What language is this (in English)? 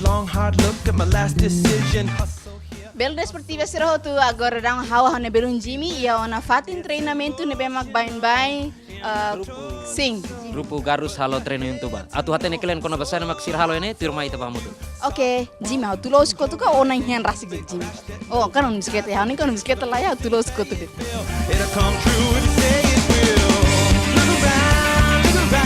Tetum